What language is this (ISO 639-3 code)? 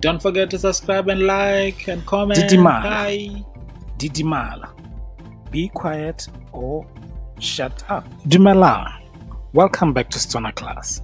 tsn